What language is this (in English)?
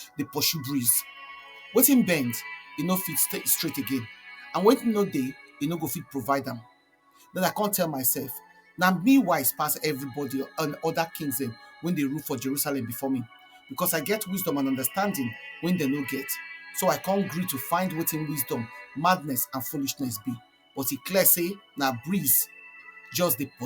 Nigerian Pidgin